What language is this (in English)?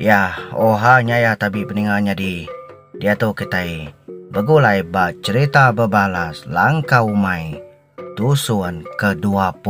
Iban